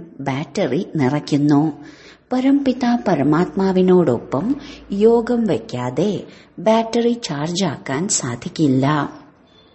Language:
Malayalam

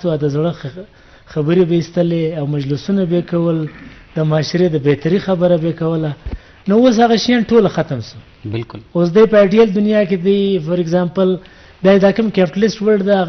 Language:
Eastern Balochi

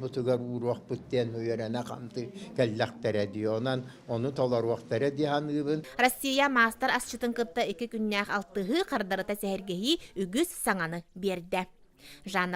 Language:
Yakut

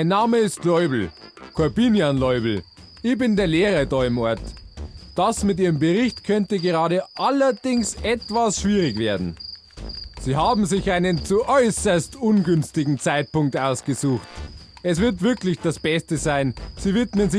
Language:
Bavarian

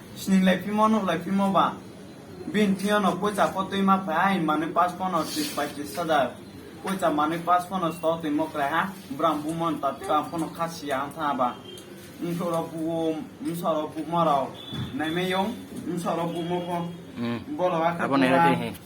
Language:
Riang (India)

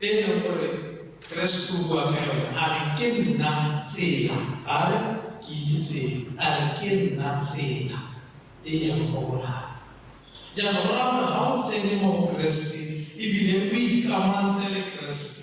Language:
Tswana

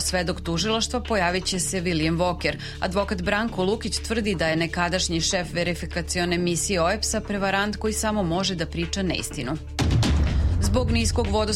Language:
Serbian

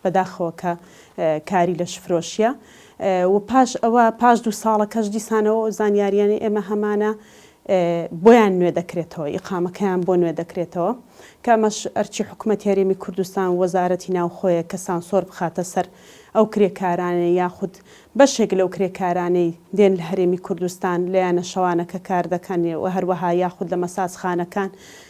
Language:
Central Kurdish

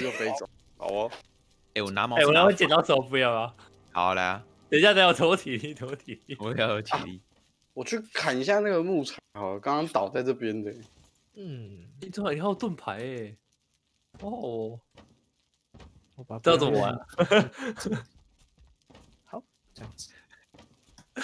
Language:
Chinese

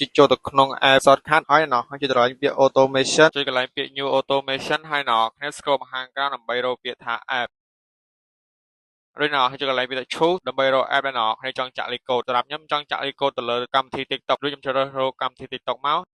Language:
Khmer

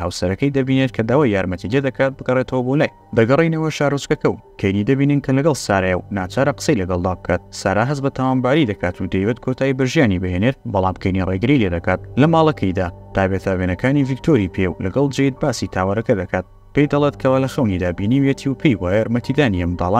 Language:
Central Kurdish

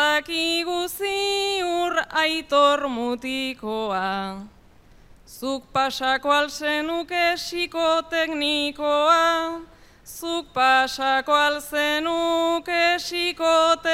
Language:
Basque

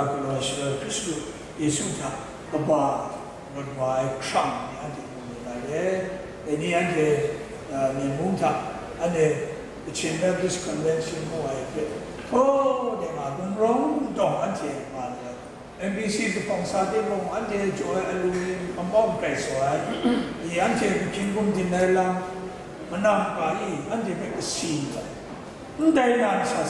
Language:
Kachin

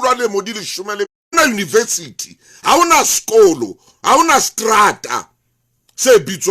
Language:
Southern Sotho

